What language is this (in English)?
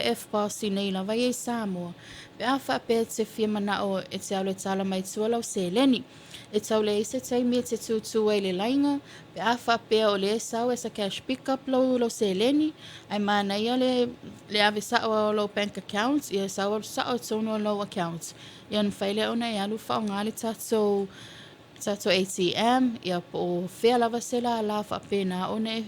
Samoan